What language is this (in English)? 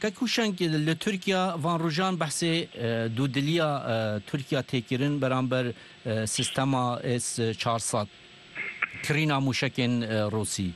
Kurdish